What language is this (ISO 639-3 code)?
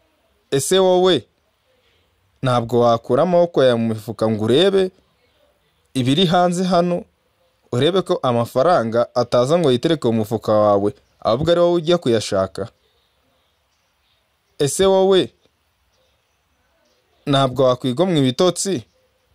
kin